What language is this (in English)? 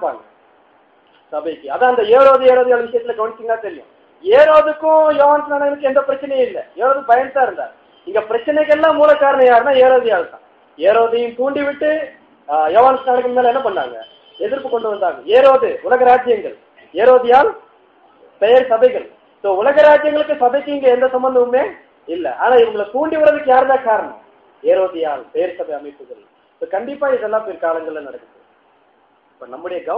Tamil